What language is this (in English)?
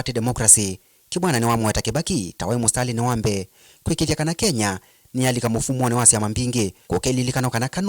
Kamba